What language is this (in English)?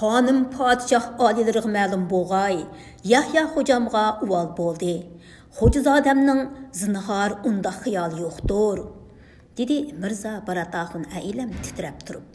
Uyghur